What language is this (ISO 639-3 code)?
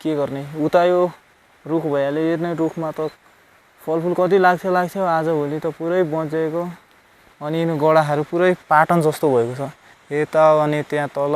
nep